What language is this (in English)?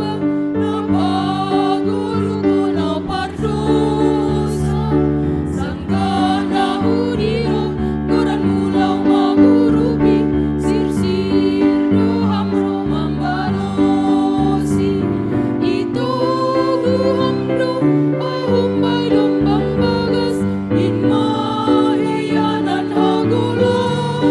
Batak Simalungun